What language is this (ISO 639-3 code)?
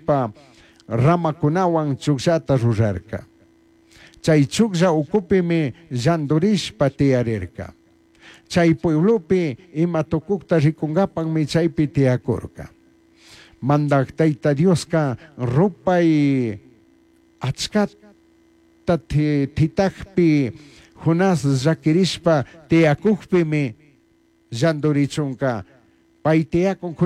qug